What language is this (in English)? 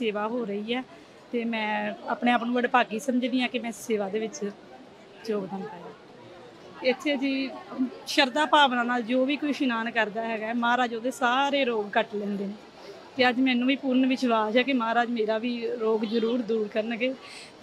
Punjabi